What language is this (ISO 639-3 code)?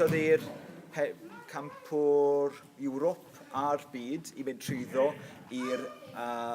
cym